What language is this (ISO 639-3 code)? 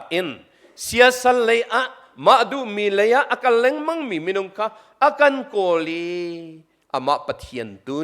cnh